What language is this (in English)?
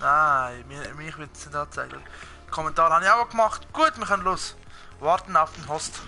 Swiss German